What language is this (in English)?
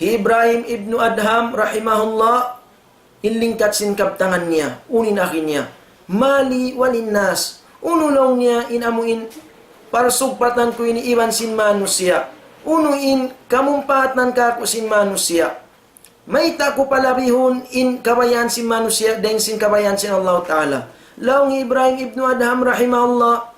Tausug